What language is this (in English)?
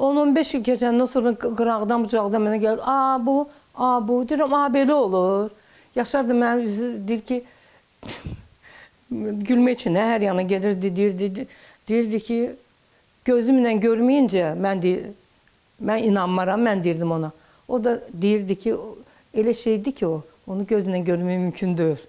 Azerbaijani